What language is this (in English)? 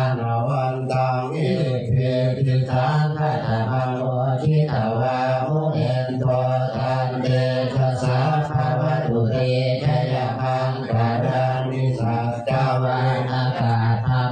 Pali